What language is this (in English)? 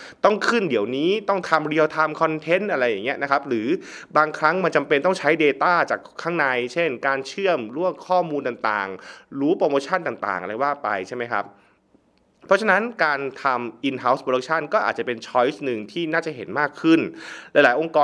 Thai